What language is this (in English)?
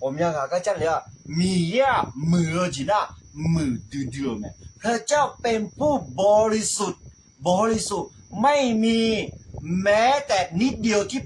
Akha